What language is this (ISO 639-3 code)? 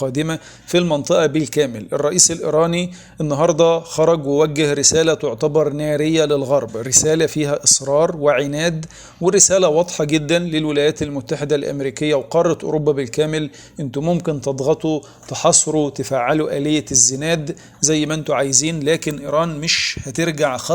arz